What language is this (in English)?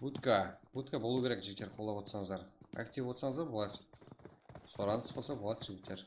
Kara-Kalpak